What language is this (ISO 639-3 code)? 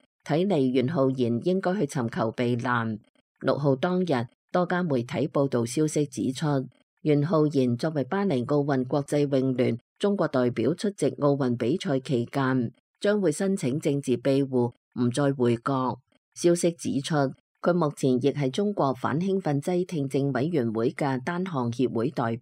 yue